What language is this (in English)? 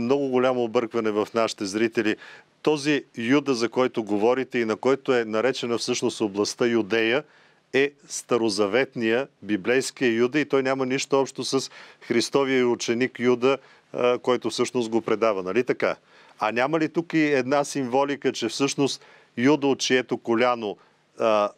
Bulgarian